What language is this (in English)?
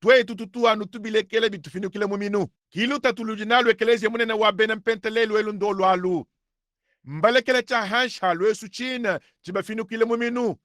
Luba-Lulua